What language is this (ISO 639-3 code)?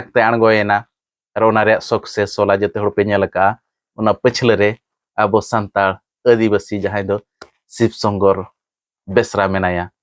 sat